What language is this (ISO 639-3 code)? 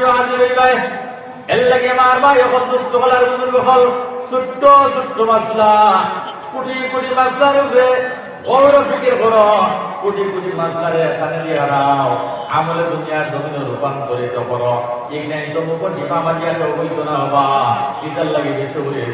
syl